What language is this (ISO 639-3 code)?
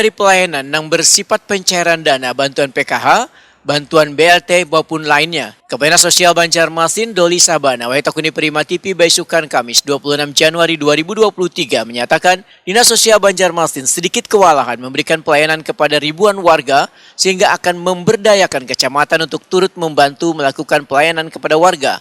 bjn